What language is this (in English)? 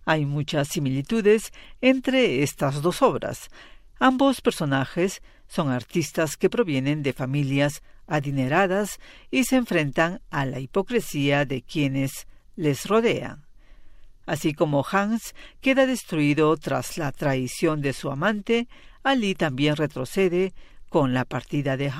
Spanish